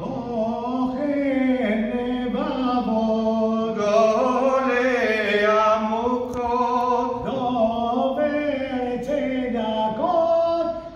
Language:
Ladino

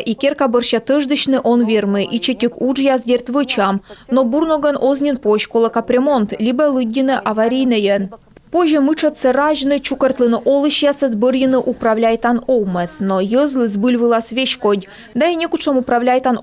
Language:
Komi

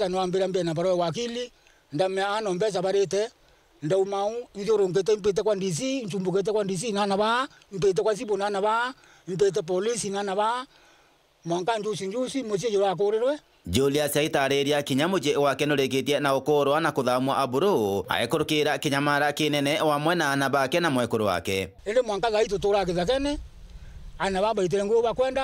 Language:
Meru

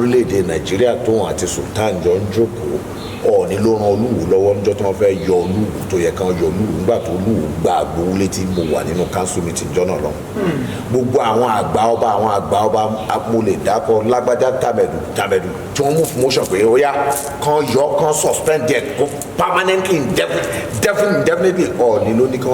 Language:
Yoruba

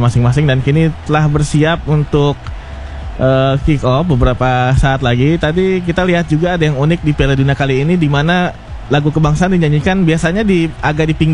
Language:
Indonesian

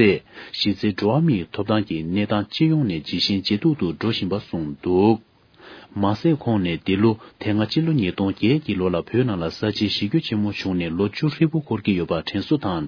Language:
Tibetan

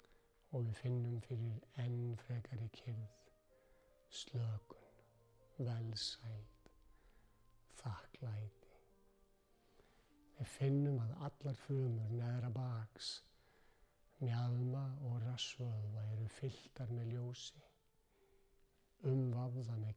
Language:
Icelandic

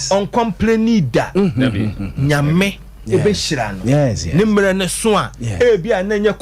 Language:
Akan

